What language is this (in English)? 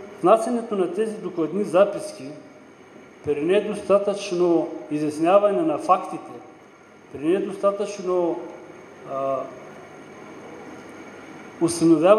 Bulgarian